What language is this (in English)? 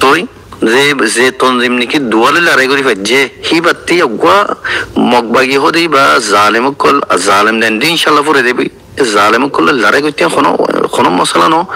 Rohingya